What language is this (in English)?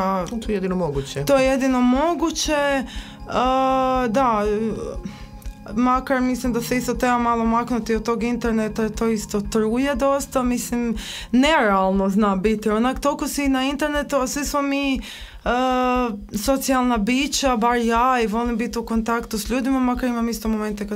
Croatian